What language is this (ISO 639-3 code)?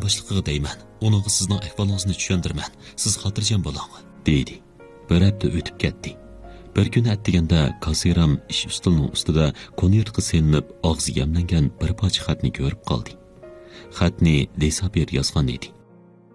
uig